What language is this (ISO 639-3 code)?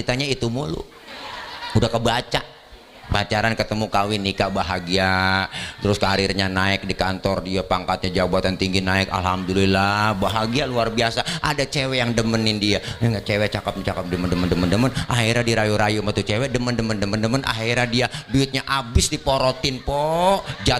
bew